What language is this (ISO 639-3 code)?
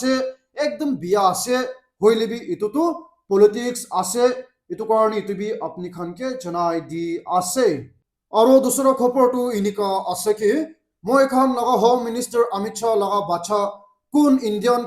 nag